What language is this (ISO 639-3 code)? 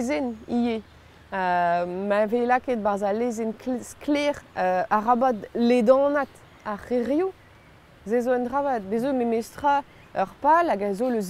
bre